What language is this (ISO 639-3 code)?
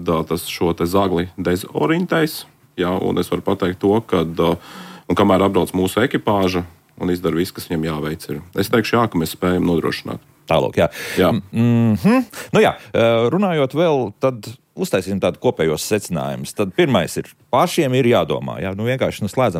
lav